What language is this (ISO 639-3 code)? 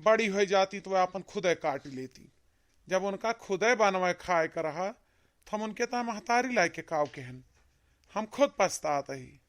awa